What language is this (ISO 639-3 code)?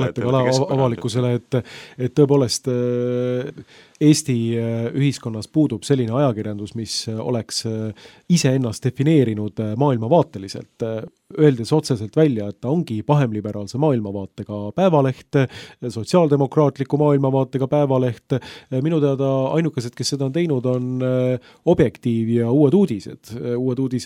est